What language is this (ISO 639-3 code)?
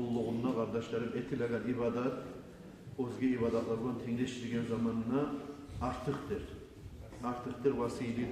kum